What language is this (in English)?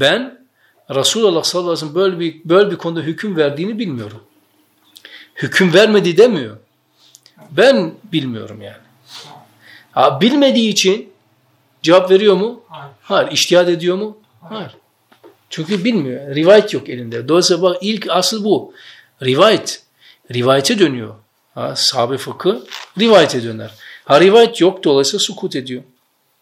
Turkish